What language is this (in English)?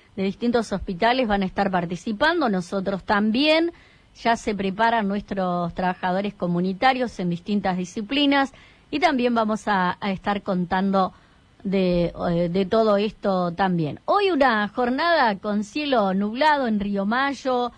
Spanish